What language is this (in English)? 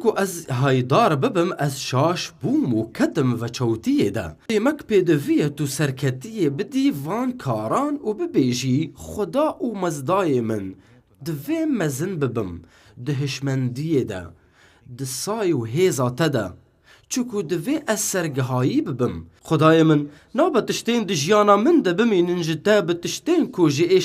Kurdish